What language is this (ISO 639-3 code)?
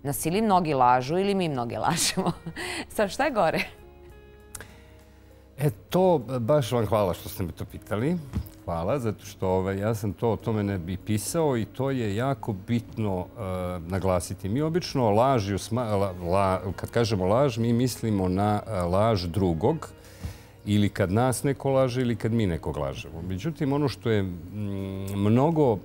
srp